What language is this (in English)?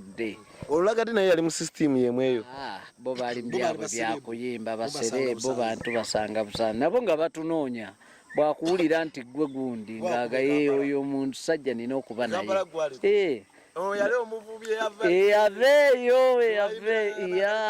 Ganda